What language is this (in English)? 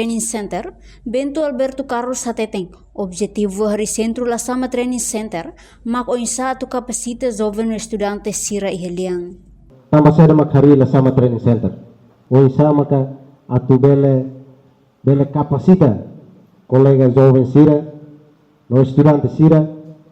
Tetum